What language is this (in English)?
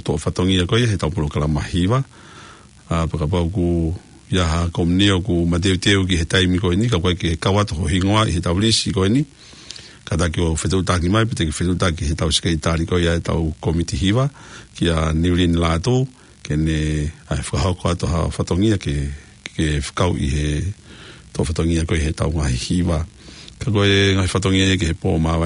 Tongan